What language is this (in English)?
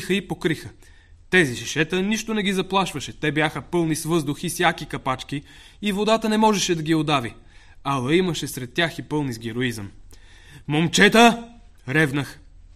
Bulgarian